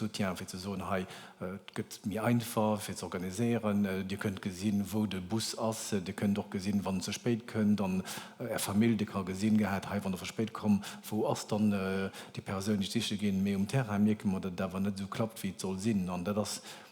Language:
Luxembourgish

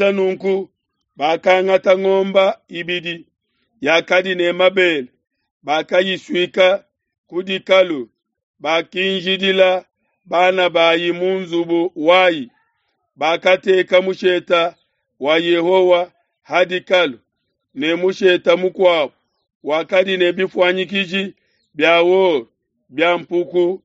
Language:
Luba-Lulua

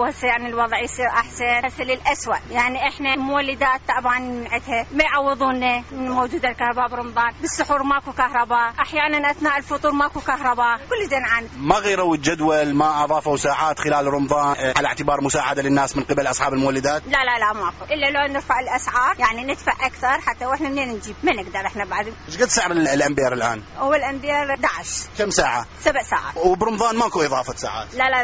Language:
Mesopotamian Arabic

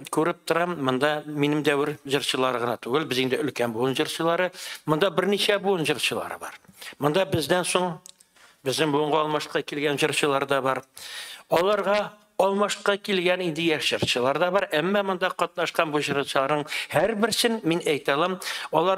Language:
Tatar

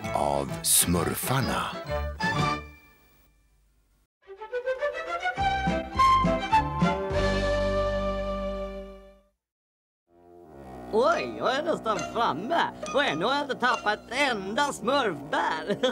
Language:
Swedish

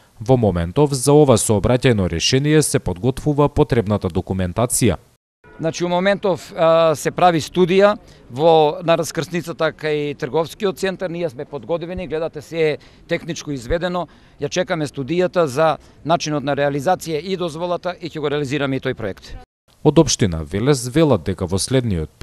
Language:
Macedonian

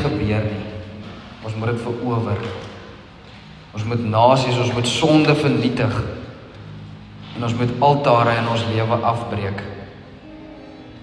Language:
Afrikaans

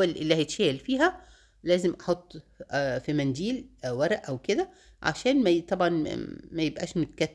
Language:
Egyptian Arabic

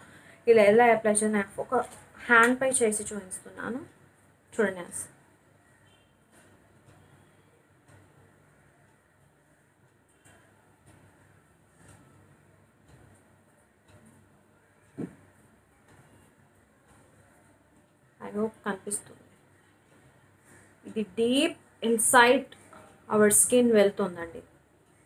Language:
Telugu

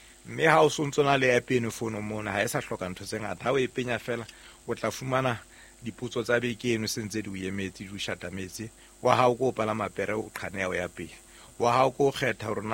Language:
Southern Sotho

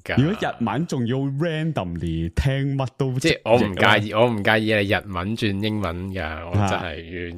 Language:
Cantonese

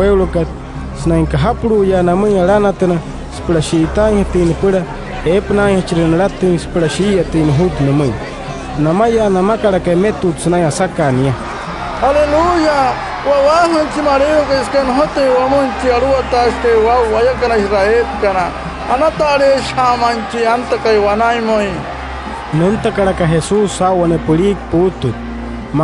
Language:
Wayuu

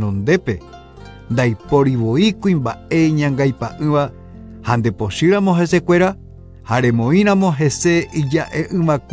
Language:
Guarani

